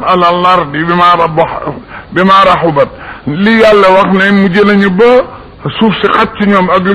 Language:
Wolof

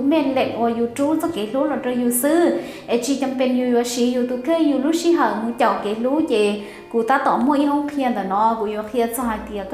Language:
Hmong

